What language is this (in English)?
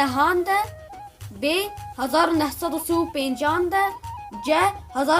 Kurdish